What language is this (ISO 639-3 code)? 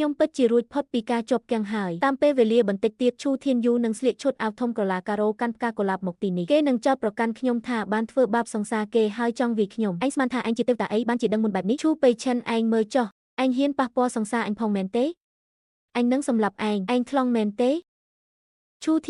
khm